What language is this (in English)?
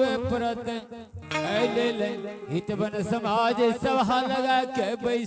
Angika